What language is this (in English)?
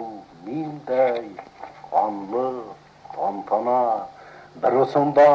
Bashkir